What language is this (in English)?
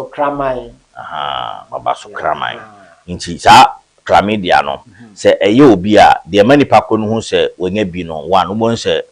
Akan